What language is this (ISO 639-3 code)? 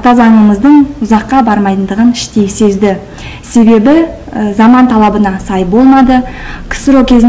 kaz